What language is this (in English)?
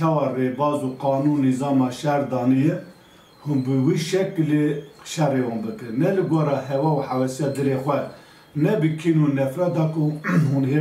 Kurdish